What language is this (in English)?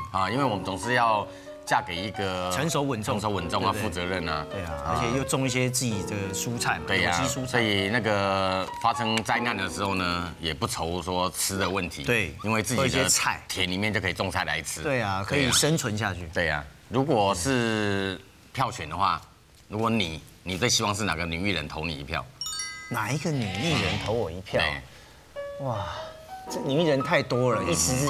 Chinese